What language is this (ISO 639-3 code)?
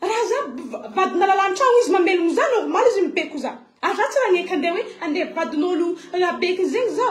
mlg